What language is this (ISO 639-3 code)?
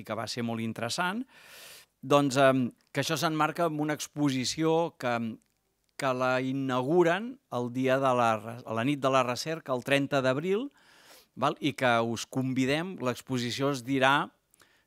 cat